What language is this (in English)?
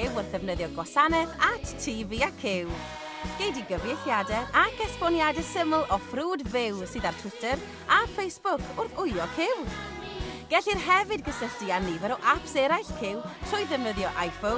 Welsh